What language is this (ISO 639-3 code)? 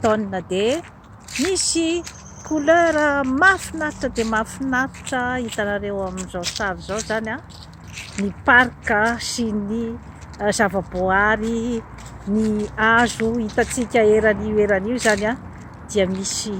mlg